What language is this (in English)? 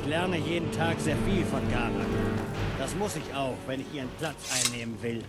Bavarian